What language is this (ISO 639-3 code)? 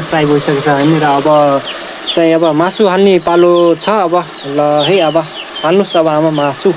nep